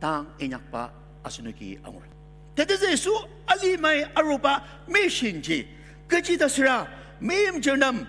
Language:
Ao Naga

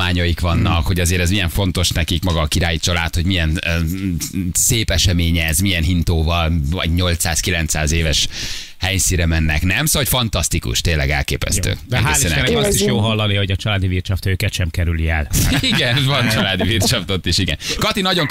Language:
Hungarian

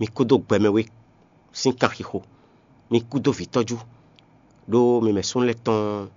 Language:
Fon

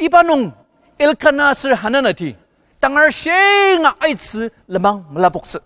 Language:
Ao Naga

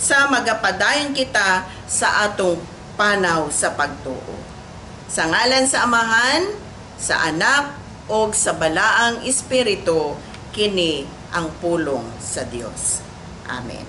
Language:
Cebuano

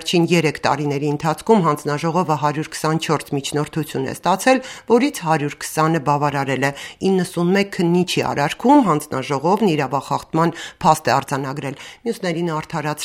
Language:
Armenian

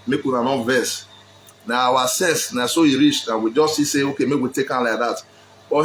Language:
Nigerian Pidgin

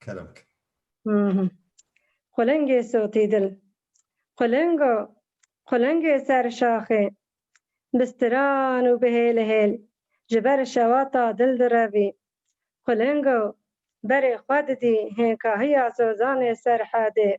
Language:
Kurdish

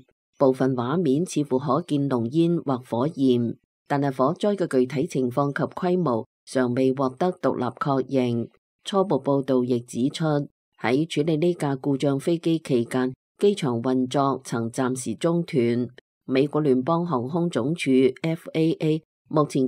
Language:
Cantonese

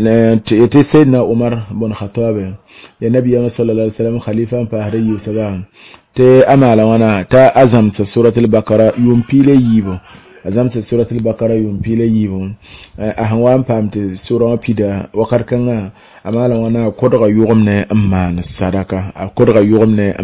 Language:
Mossi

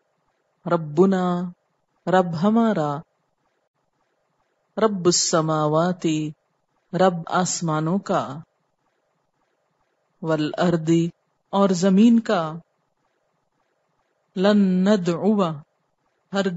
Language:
Urdu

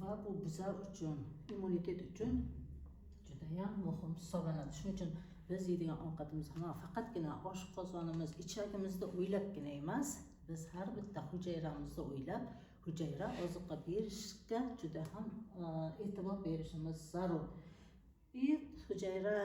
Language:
Uzbek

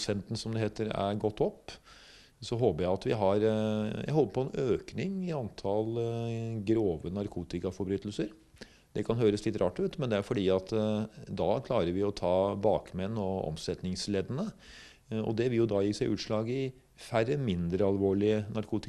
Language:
Norwegian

